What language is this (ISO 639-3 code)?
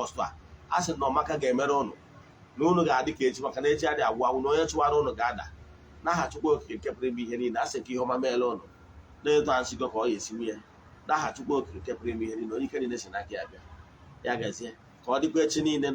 ibo